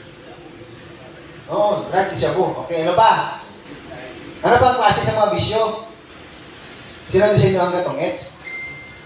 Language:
Filipino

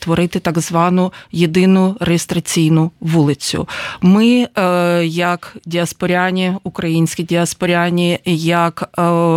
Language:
Ukrainian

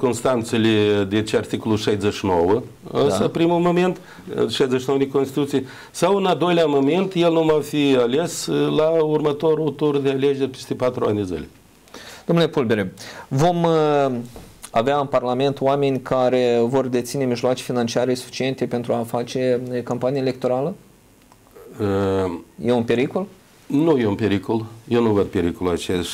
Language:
Romanian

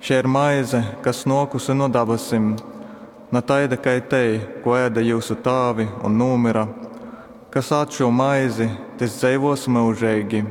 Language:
Latgalian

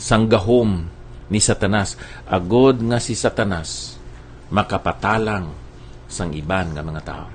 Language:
Hiligaynon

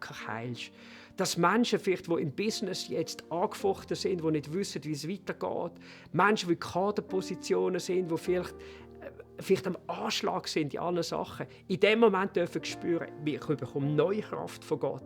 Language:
Swiss German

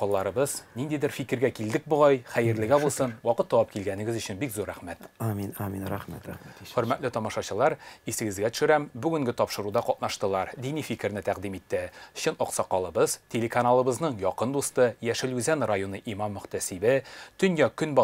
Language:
Tatar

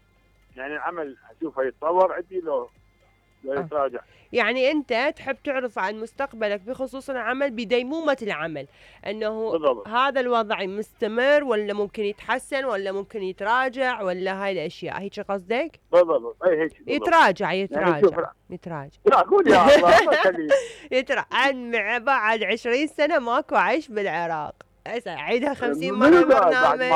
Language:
Mesopotamian Arabic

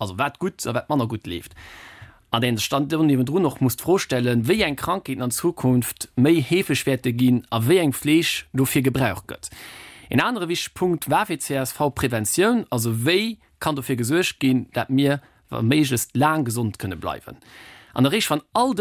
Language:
Luxembourgish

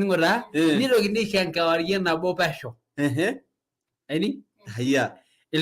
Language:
Masai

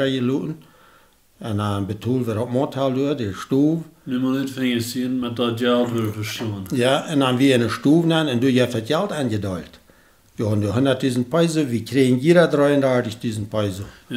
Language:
Plautdietsch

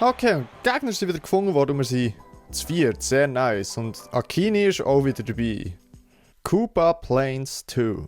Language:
Swiss German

